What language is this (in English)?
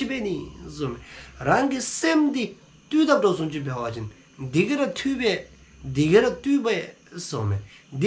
Dzongkha